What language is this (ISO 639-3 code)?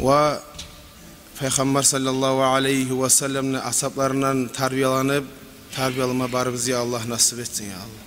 kum